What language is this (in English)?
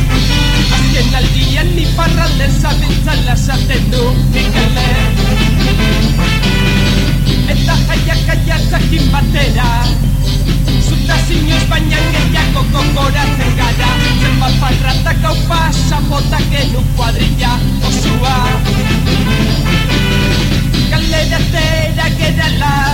Basque